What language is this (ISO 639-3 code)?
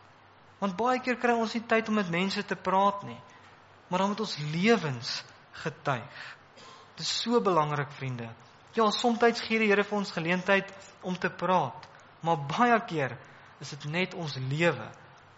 afr